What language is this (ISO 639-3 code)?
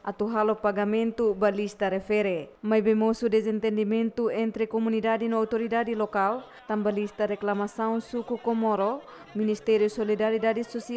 tet